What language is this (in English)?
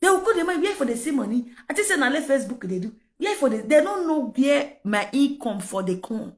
Nigerian Pidgin